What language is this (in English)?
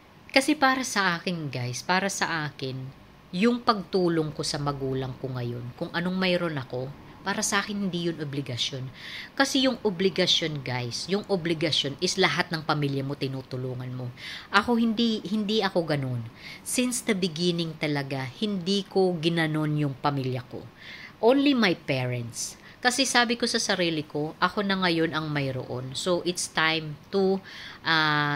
Filipino